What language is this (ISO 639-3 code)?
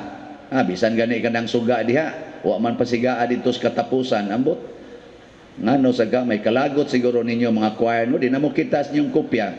ceb